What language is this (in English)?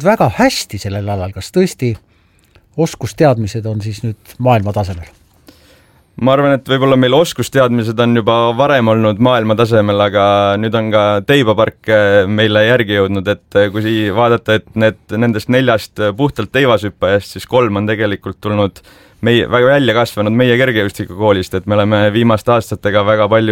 Estonian